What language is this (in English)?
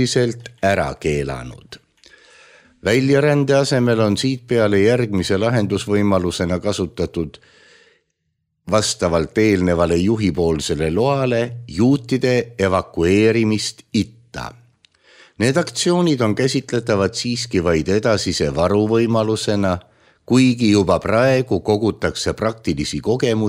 Estonian